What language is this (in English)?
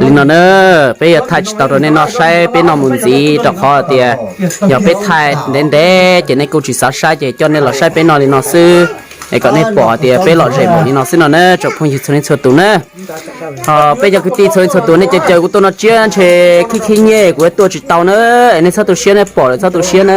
Hmong